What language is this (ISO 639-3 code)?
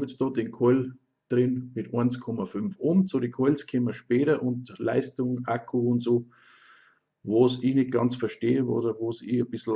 bar